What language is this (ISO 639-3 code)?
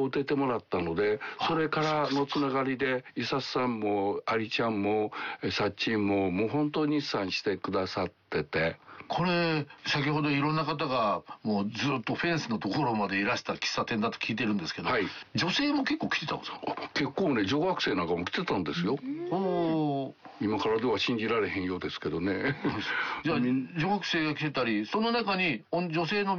jpn